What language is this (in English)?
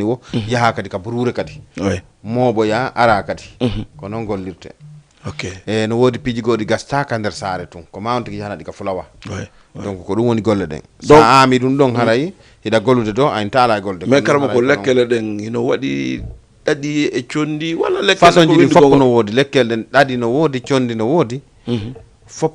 Fula